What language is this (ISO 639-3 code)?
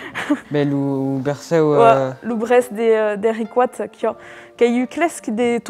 oci